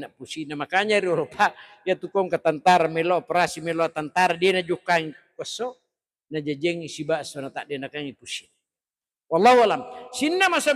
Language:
Buginese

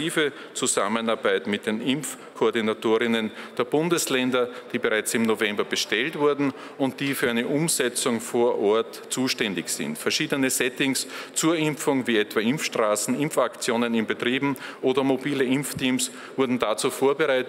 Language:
German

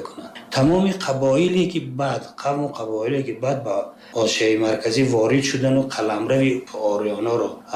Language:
Tajik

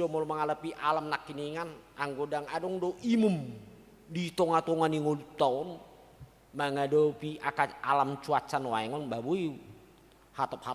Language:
Batak Toba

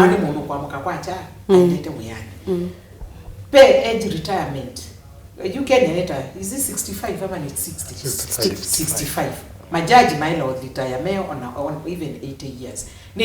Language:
Kamba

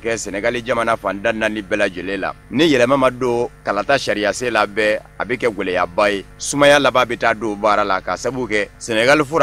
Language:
Bambara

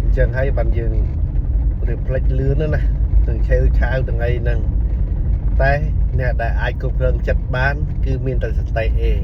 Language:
Khmer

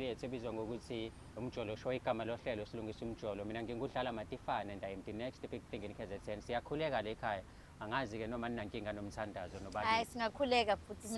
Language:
Zulu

